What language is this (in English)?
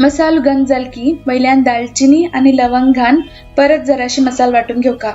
Konkani